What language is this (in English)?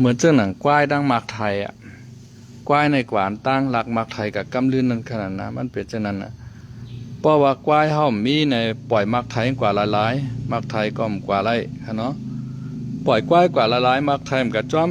Shan